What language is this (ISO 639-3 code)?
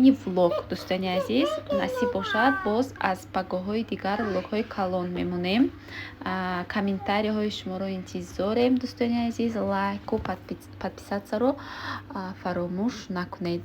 tgk